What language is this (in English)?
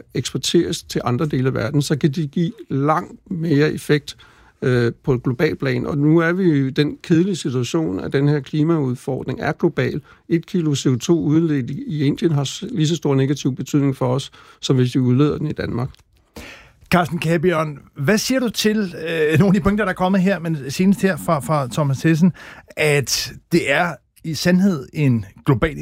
Danish